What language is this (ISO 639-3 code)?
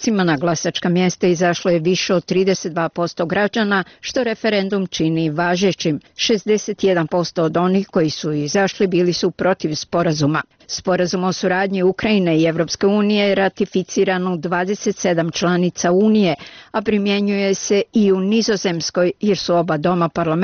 srp